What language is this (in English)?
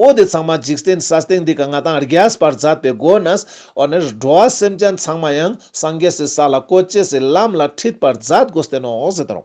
Ladakhi